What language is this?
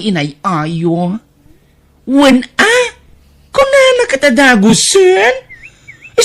Iloko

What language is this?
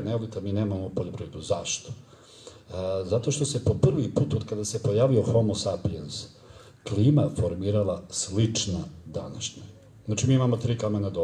Serbian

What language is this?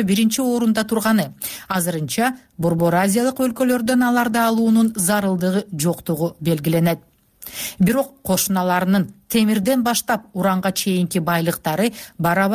Kyrgyz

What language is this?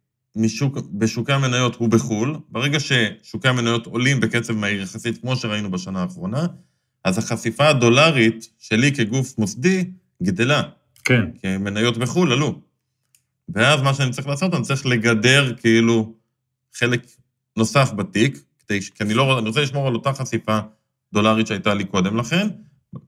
Hebrew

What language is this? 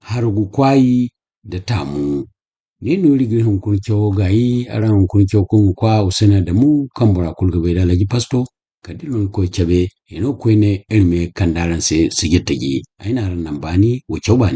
Zarma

